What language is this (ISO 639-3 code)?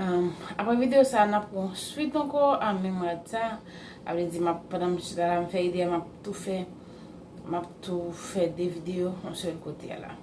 hat